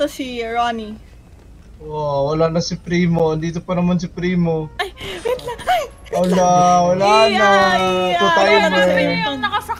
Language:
Filipino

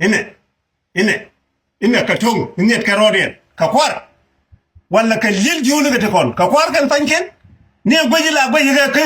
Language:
Nuer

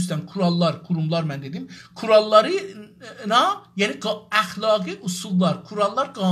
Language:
South Azerbaijani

